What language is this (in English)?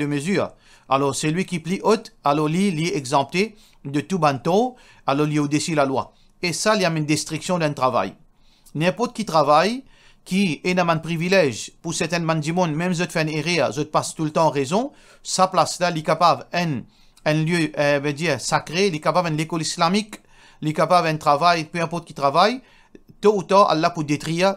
Morisyen